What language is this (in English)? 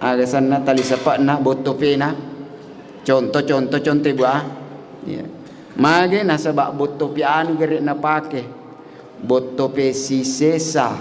Buginese